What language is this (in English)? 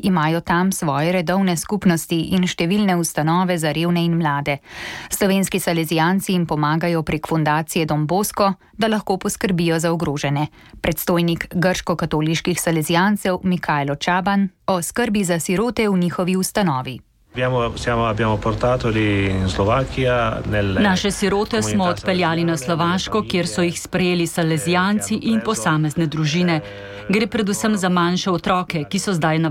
Slovenian